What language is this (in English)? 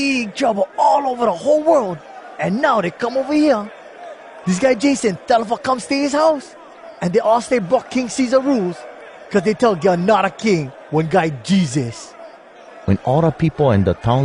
Hawai'i Creole English